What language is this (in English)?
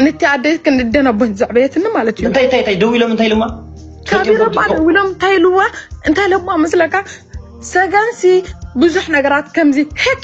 Tigrinya